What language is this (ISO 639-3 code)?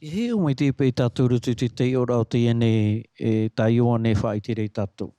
tah